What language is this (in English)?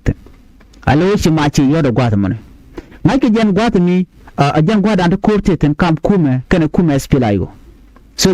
Nuer